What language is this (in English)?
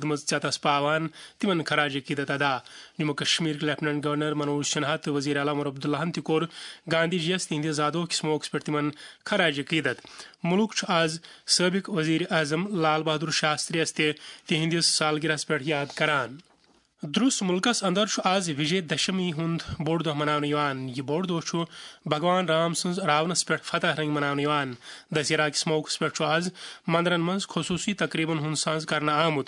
Kashmiri